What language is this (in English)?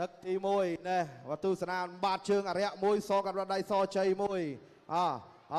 Khmer